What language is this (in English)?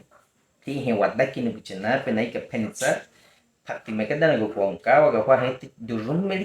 Baniwa